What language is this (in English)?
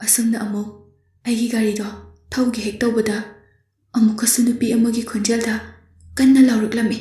Manipuri